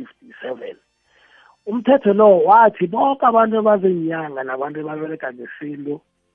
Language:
South Ndebele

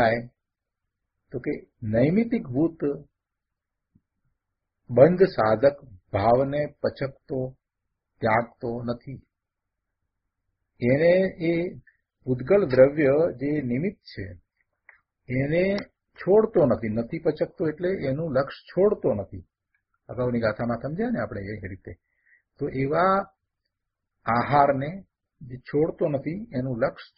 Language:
Gujarati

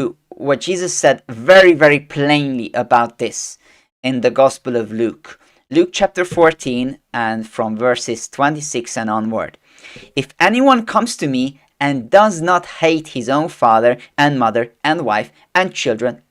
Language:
English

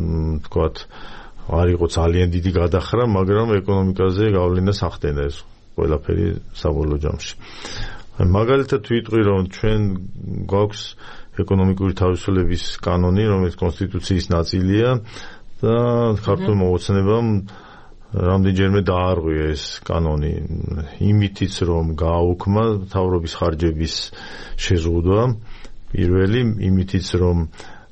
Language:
Georgian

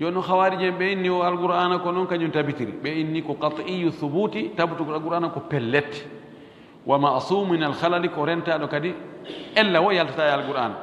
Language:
Pular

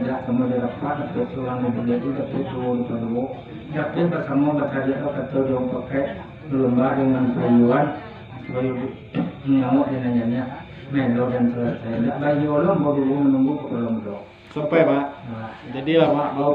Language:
Minangkabau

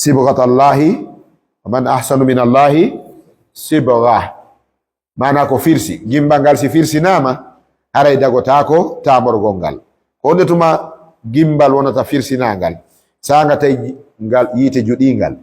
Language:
Fula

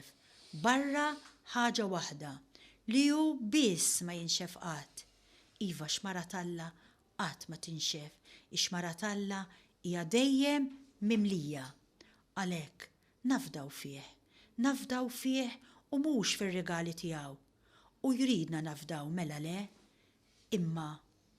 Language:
Maltese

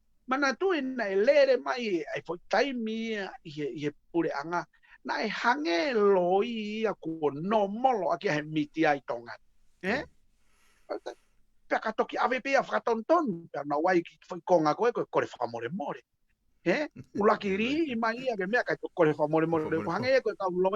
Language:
Tongan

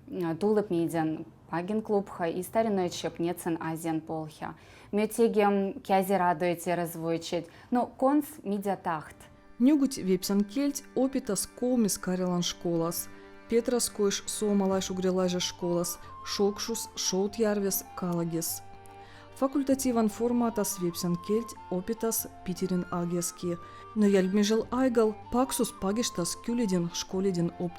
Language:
Veps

